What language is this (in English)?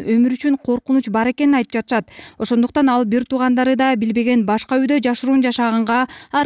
Kyrgyz